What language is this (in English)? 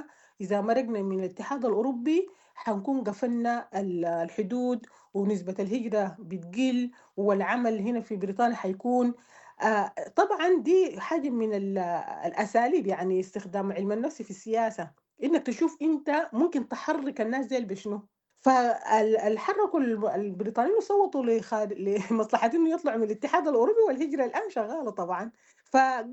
Sudanese Arabic